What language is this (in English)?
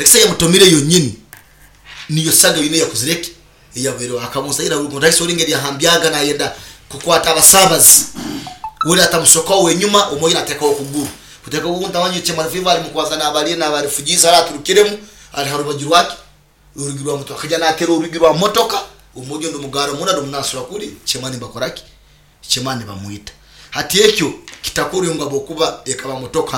Nyoro